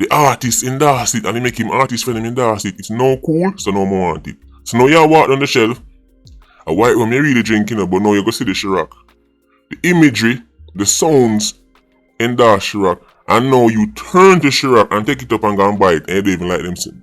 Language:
Jamaican Creole English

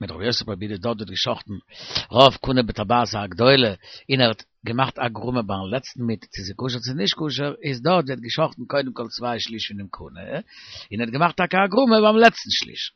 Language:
Yiddish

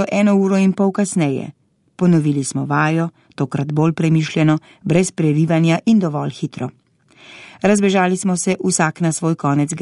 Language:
Slovenian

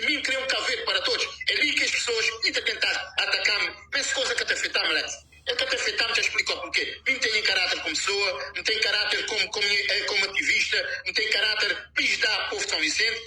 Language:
Kabuverdianu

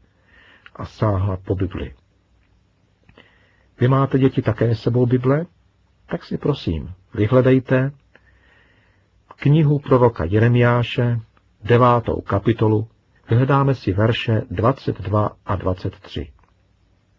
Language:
Czech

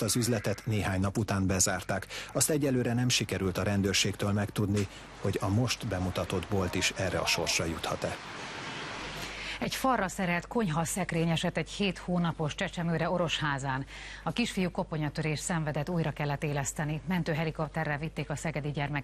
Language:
Hungarian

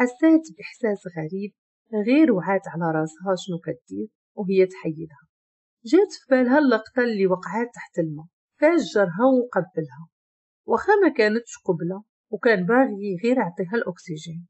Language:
Moroccan Arabic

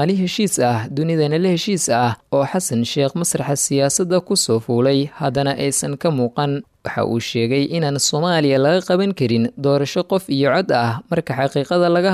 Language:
Somali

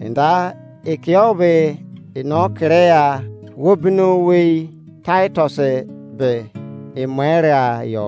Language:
Izon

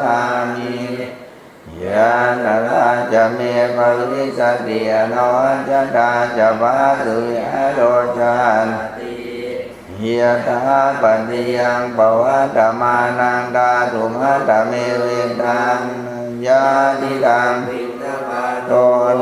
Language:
Pali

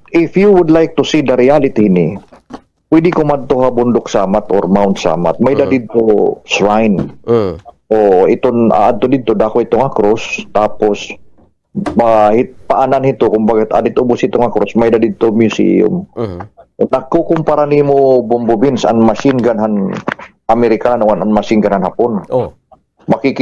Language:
Waray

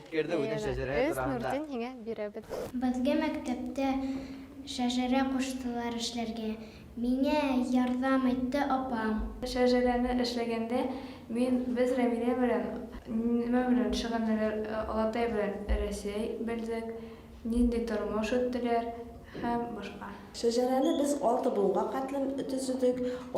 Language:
Bashkir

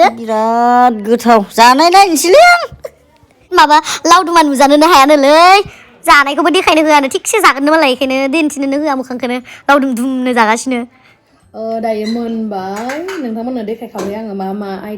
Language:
Bodo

